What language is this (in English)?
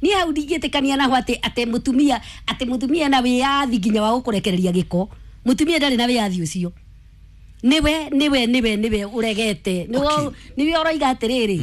Kikuyu